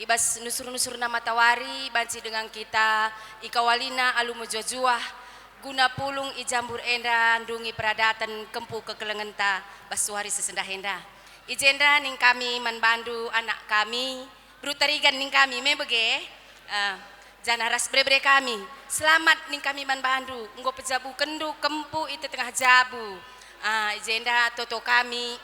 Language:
Batak Karo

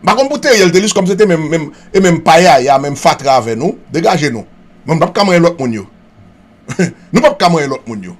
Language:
Haitian Creole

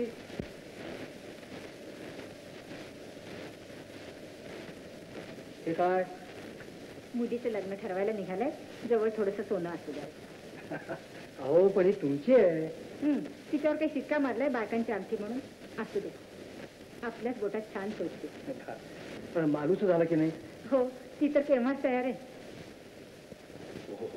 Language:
Marathi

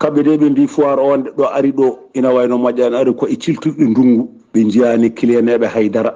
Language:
Fula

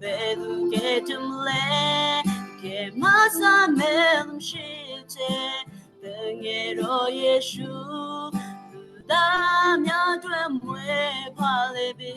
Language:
Western Kayah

